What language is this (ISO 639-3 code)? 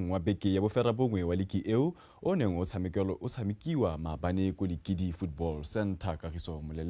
tsn